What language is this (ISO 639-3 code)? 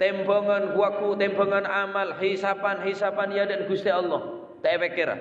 mad